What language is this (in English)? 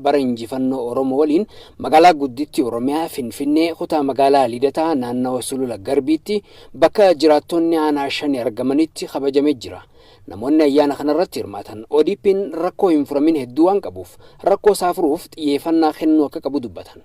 Oromo